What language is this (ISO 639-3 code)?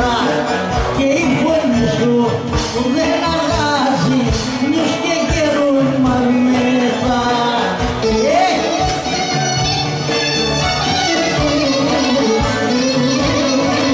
ell